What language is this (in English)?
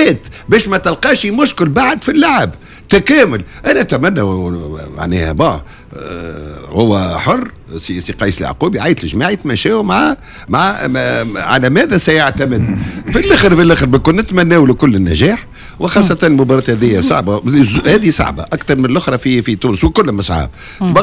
Tunisian Arabic